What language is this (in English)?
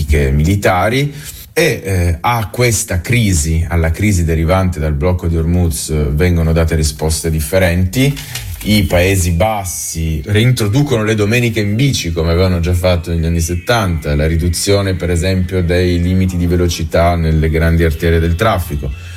Italian